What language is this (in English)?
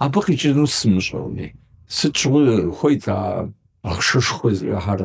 Kabardian